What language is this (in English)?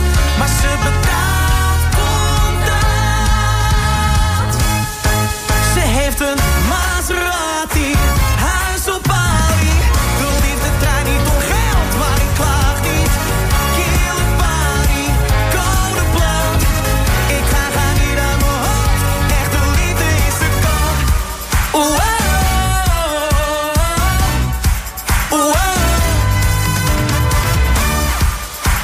Dutch